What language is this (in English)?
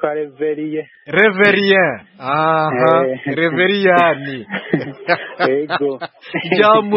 Kinyarwanda